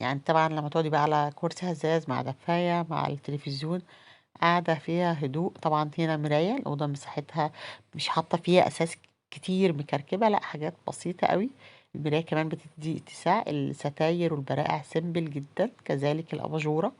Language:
Egyptian Arabic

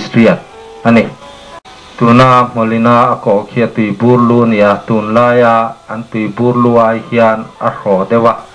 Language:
Mizo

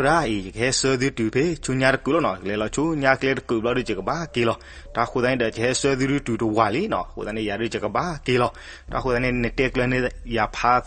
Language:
S'gaw Karen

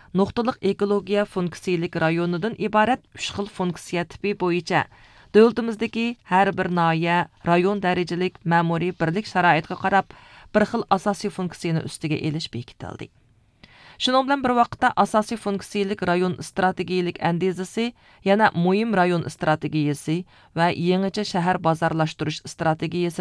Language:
Uyghur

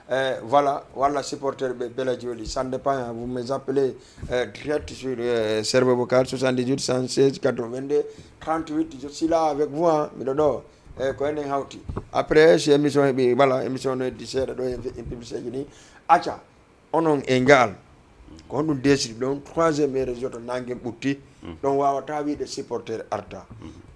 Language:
Fula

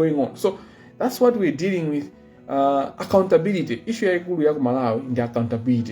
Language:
Nyanja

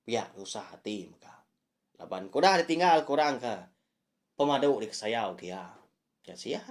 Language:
Iban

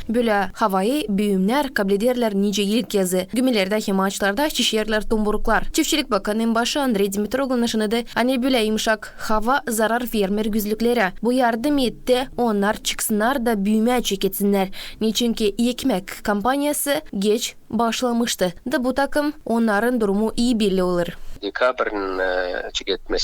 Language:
Gagauz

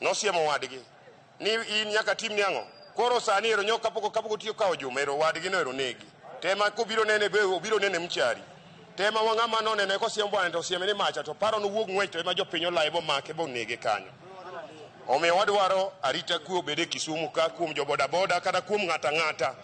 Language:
Luo (Kenya and Tanzania)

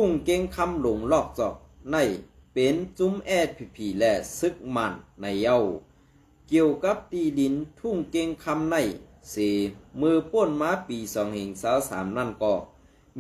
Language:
Shan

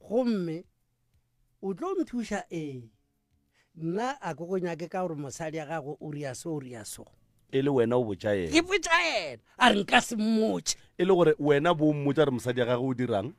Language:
Northern Sotho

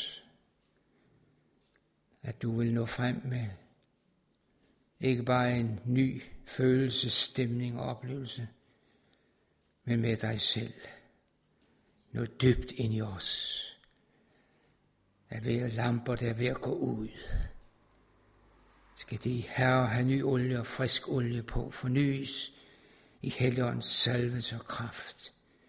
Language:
Danish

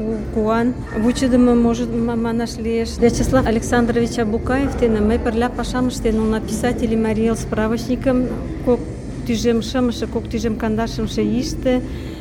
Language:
Mari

